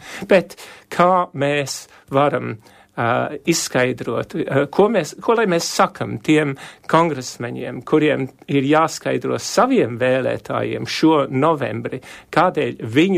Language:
Latvian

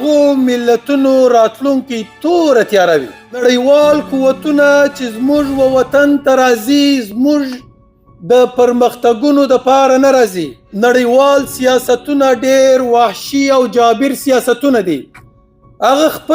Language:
Pashto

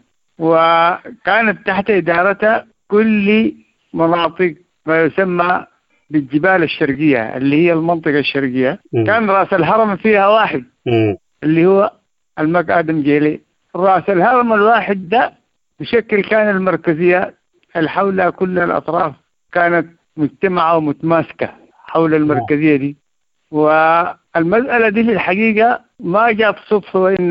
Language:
Sudanese Arabic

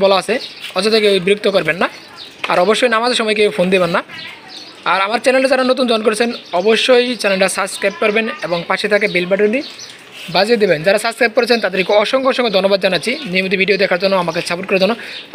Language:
Bangla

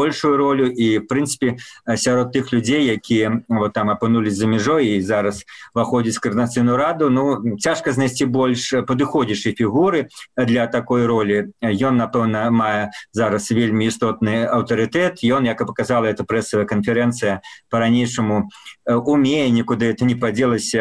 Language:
Belarusian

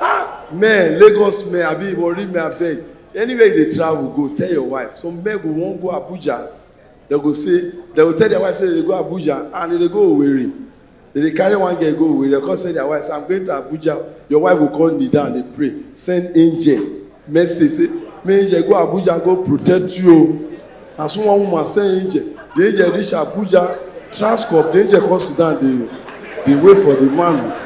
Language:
Nigerian Pidgin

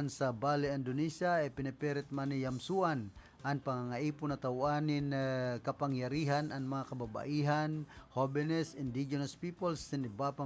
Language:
Bikol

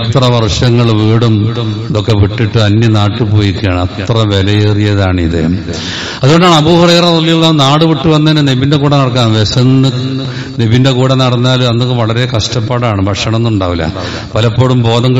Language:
Malayalam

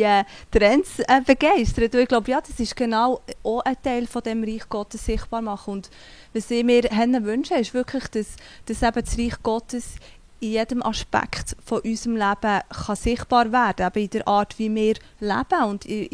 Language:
Swiss German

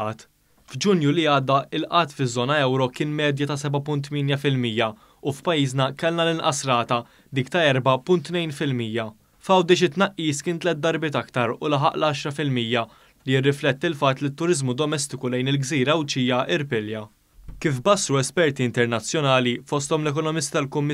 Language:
Maltese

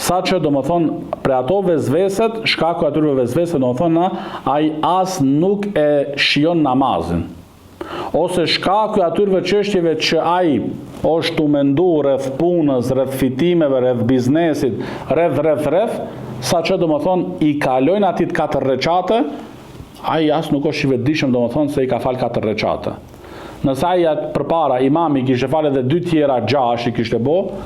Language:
Albanian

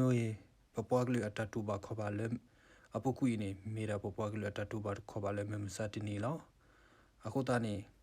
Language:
S'gaw Karen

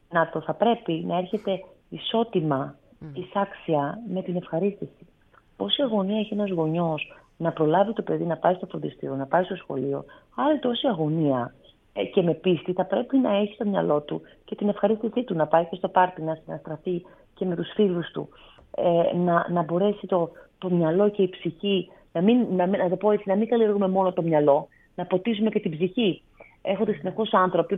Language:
Greek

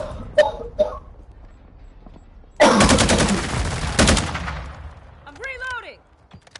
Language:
Portuguese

